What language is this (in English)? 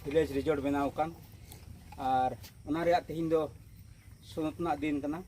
Santali